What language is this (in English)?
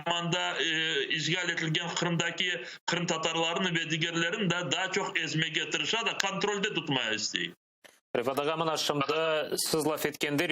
Crimean Tatar